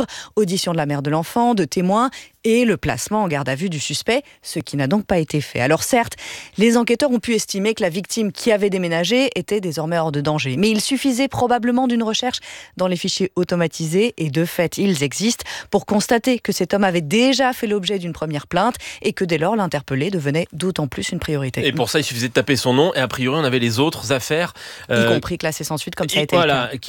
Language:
French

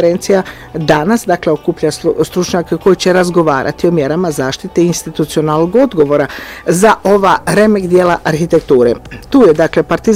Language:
Bosnian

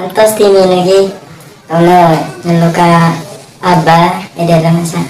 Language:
Madurese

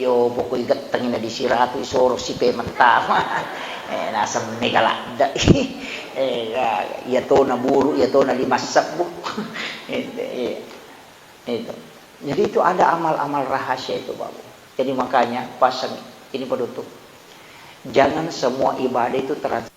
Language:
Buginese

